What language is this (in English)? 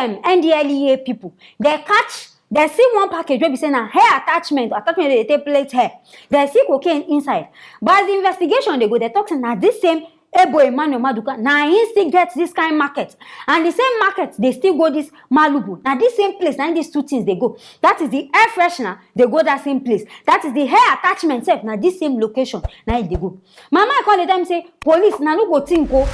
Nigerian Pidgin